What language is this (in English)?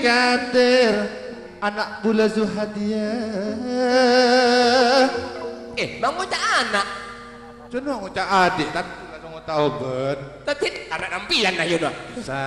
Madurese